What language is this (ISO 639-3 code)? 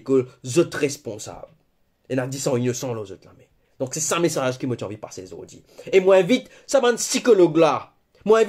mfe